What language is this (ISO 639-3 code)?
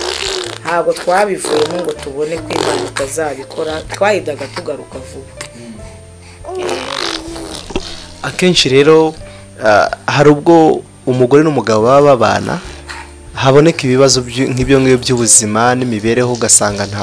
kin